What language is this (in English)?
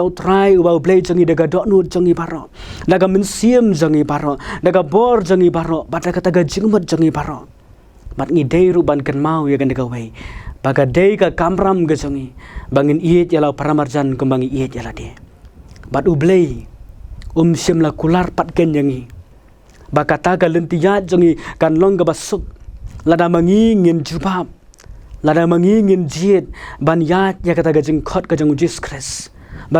Khasi